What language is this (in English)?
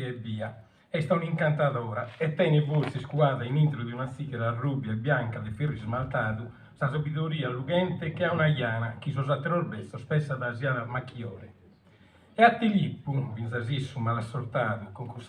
Sardinian